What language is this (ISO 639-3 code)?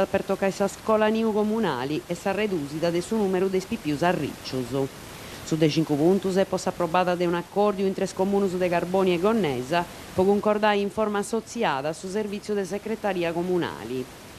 srd